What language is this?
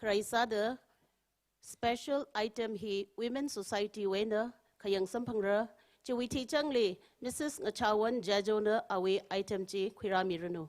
Tangkhul Naga (India)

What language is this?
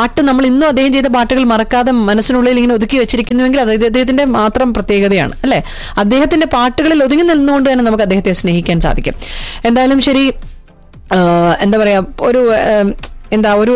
Malayalam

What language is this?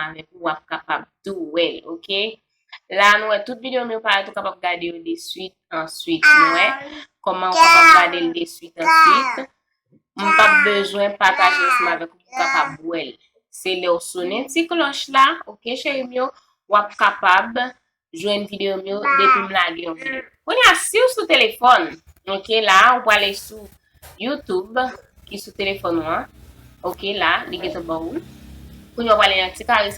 Haitian Creole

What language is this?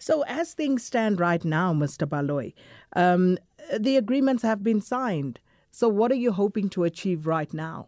English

